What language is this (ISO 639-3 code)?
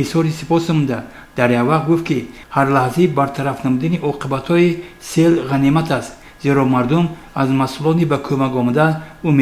tgk